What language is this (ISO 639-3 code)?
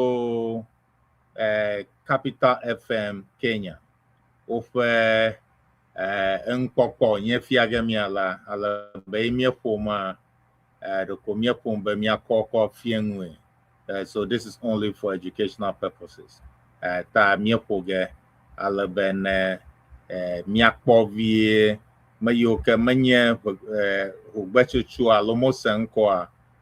ewe